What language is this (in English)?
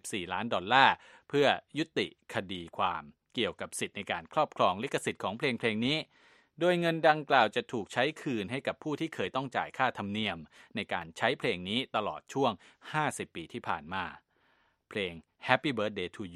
Thai